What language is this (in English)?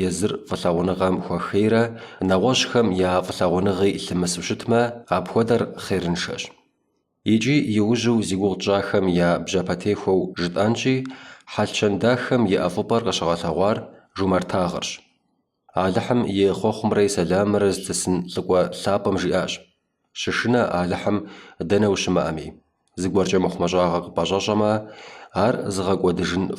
Kabardian